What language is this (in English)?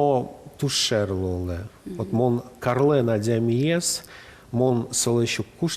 Udmurt